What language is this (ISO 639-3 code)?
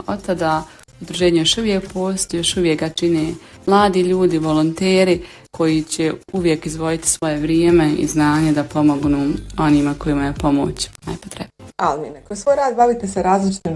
bos